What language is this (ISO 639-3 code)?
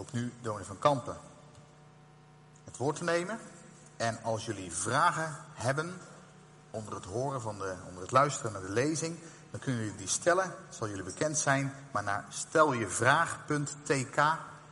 nld